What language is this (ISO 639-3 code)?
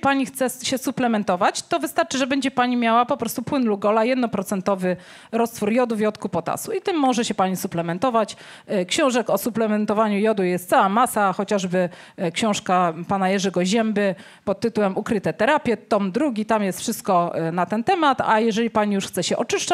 pol